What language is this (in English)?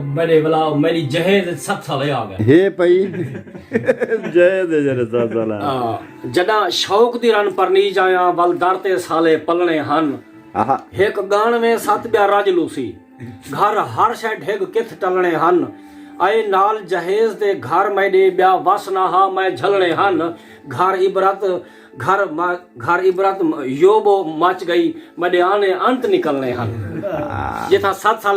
Saraiki